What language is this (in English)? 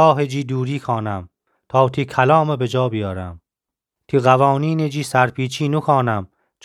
Gilaki